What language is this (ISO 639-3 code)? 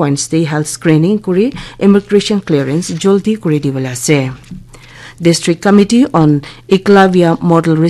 nag